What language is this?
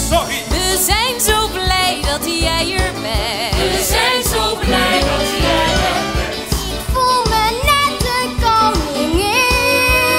Dutch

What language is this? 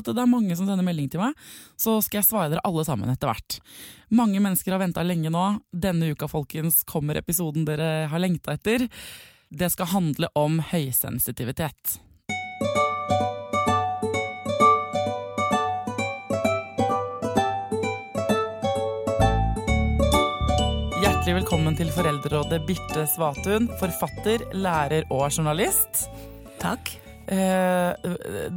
Norwegian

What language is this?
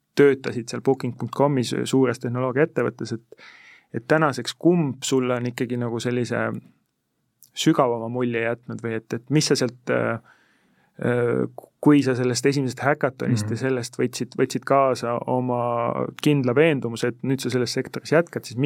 Estonian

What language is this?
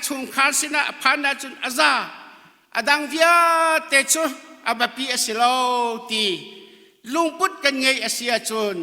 Hakha Chin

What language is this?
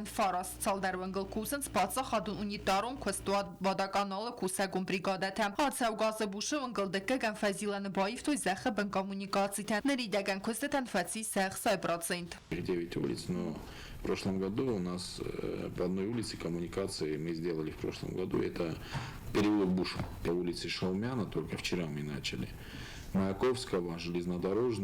Ossetic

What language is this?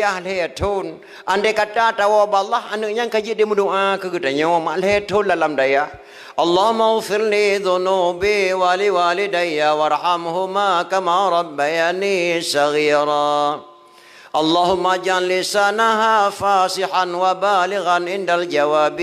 Achinese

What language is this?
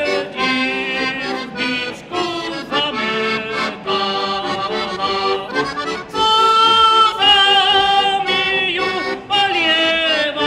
Slovak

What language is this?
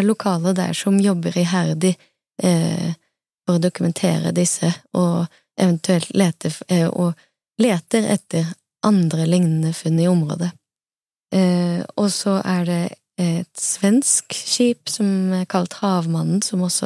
Norwegian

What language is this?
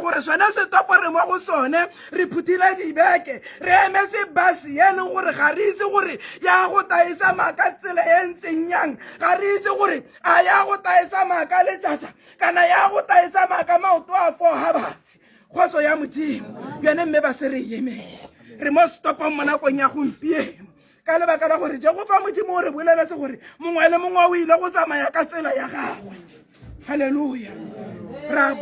Tswana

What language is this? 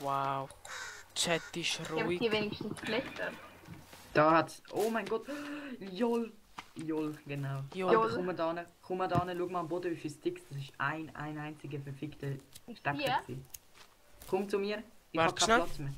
Swiss German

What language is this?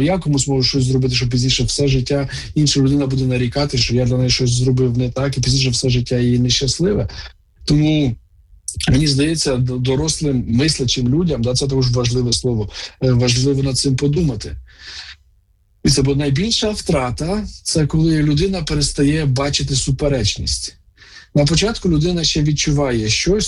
Ukrainian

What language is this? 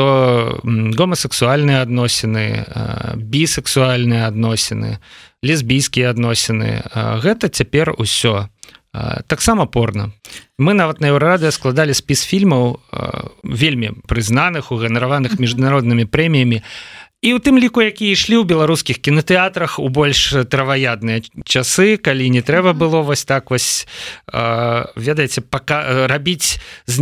Belarusian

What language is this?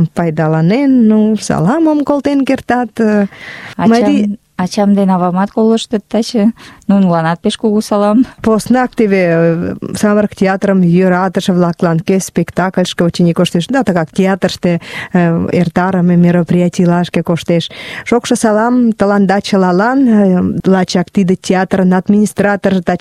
Mari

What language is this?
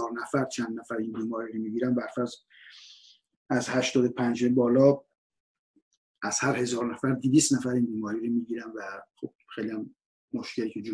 Persian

